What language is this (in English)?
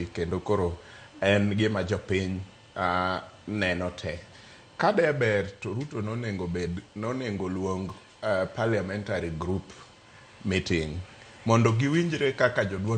Luo (Kenya and Tanzania)